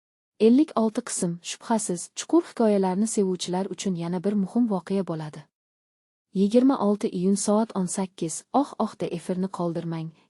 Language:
Uzbek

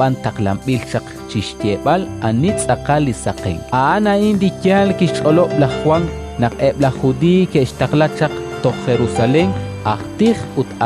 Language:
Kekchí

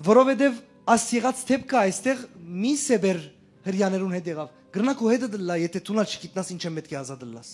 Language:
Western Armenian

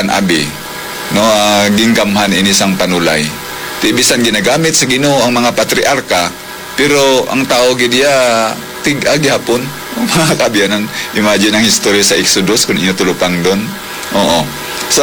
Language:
Hiligaynon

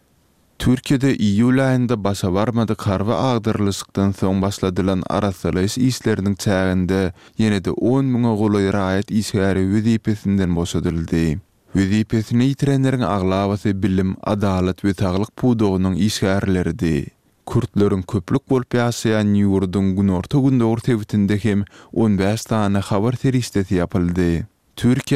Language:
Turkmen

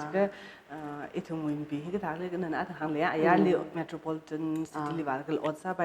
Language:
Tangkhul Naga (India)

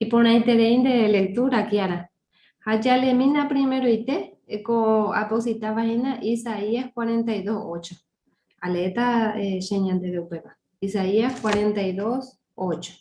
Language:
Guarani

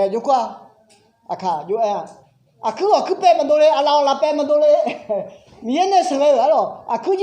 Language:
Akha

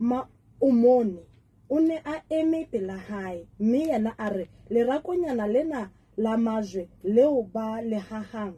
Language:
Southern Sotho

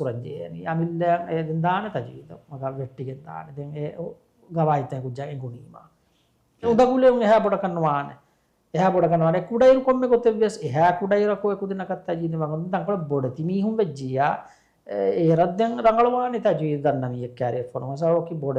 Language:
Divehi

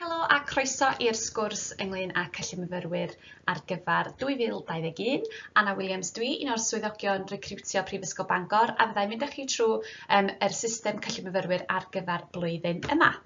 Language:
Welsh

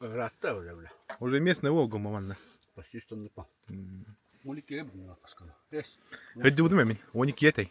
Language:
Yakut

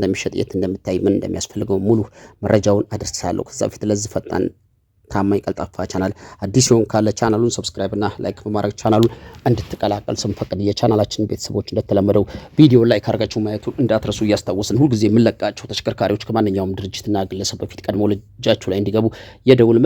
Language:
Amharic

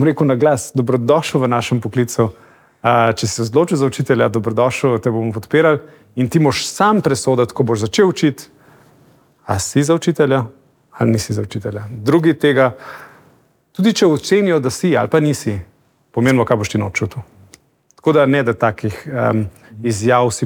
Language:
Slovenian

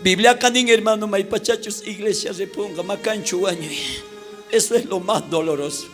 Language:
South Bolivian Quechua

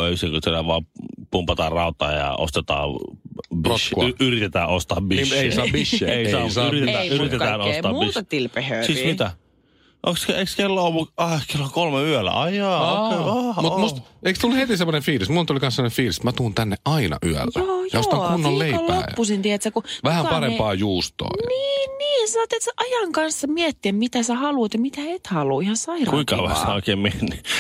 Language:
Finnish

